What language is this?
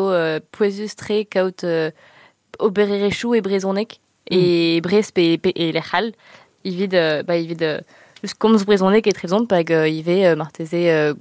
Breton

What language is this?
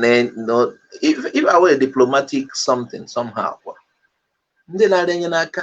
Igbo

